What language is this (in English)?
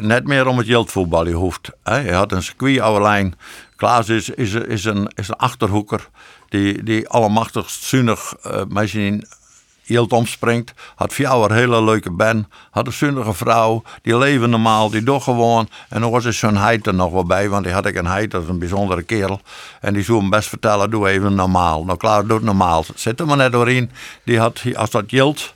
Western Frisian